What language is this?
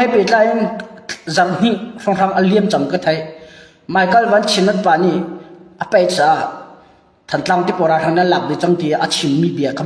Hakha Chin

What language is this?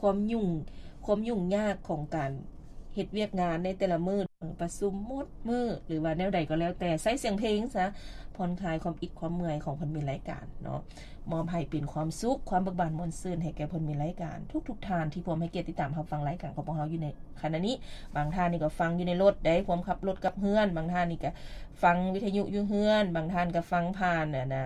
Lao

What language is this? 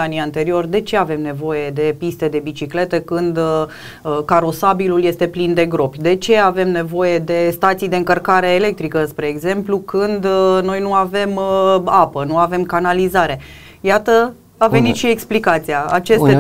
Romanian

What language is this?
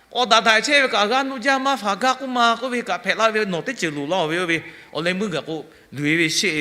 Lahu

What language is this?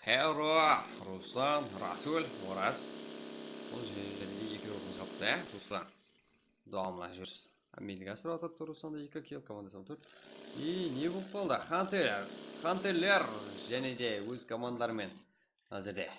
Kara-Kalpak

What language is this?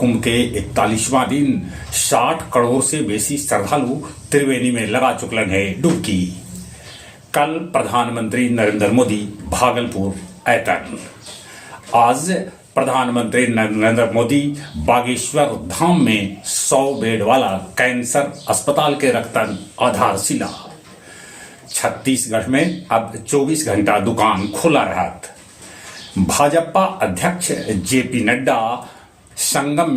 Magahi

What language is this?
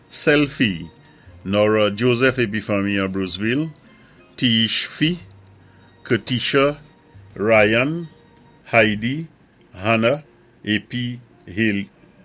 Saint Lucian Creole French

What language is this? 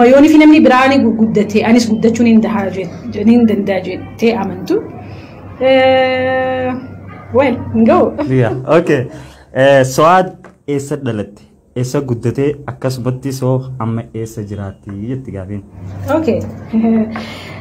Oromo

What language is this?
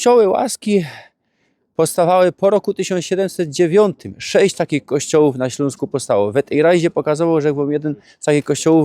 Silesian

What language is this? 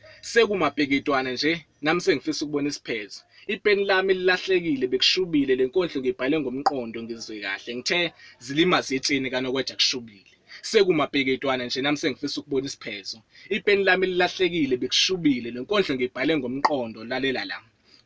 Zulu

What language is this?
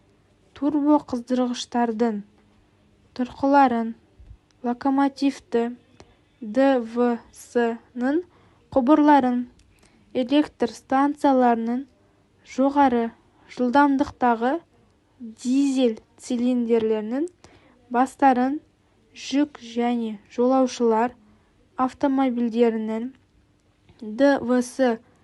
Kazakh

